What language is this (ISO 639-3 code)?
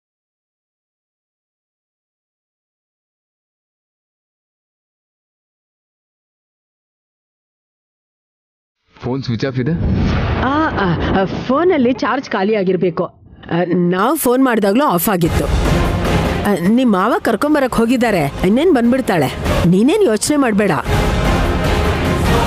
kan